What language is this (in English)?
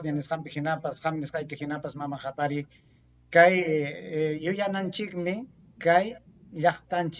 Ayacucho Quechua